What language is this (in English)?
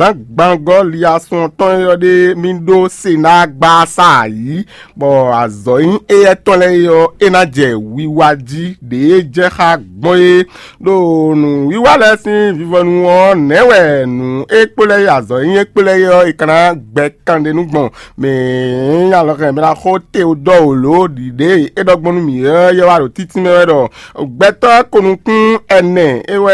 Fon